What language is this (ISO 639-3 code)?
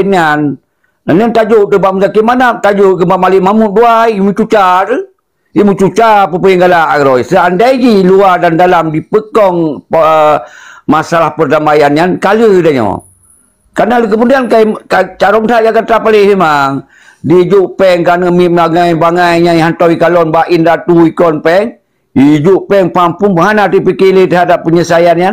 ace